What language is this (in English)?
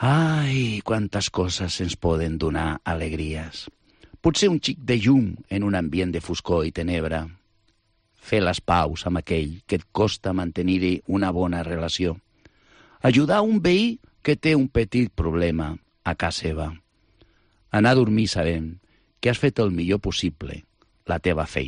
Catalan